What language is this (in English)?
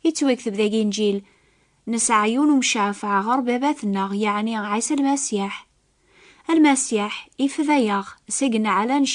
Kabyle